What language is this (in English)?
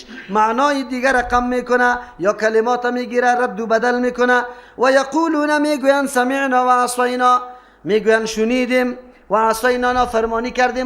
Persian